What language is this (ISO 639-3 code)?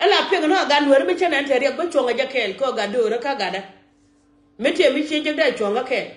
nus